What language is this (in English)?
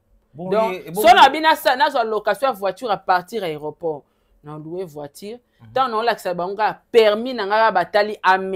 Lingala